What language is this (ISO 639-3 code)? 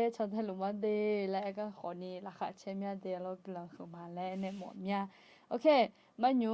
ahk